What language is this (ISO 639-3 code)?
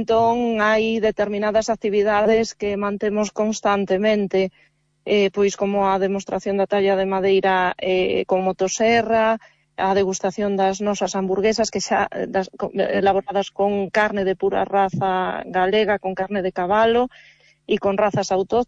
glg